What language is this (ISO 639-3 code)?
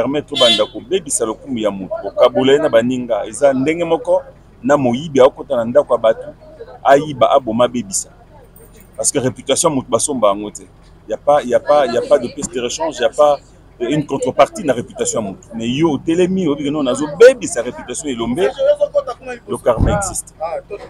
lin